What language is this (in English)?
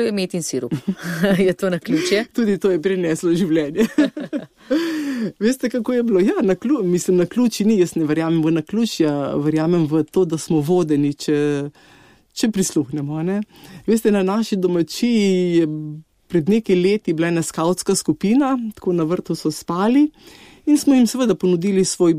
Slovenian